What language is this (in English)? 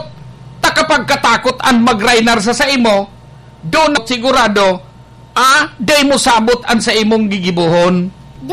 Bikol